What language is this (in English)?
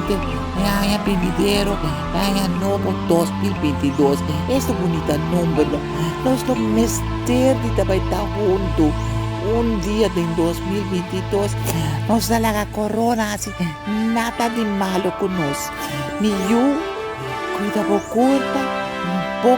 Papiamento